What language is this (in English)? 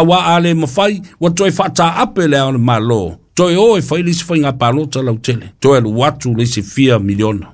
Samoan